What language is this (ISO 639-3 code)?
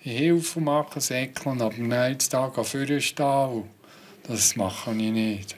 gsw